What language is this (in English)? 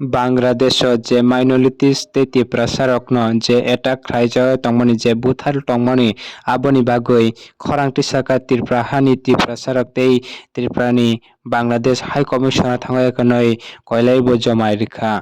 Kok Borok